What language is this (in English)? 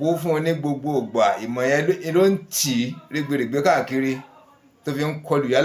Yoruba